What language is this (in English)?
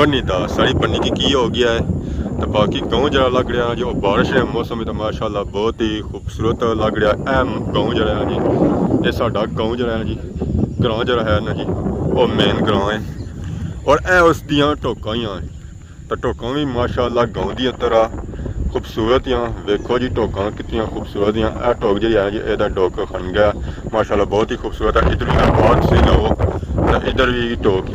Pahari-Potwari